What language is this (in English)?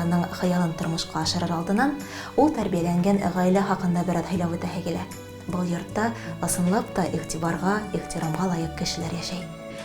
Bashkir